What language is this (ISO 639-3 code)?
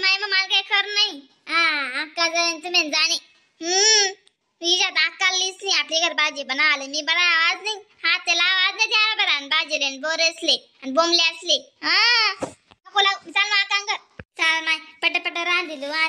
khn